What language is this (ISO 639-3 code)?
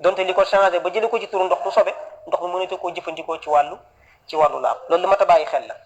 wol